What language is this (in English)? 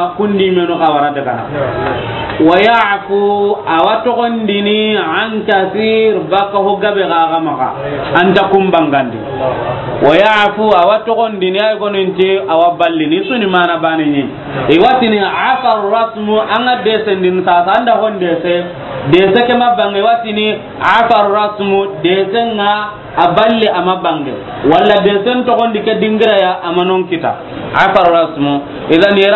Soninke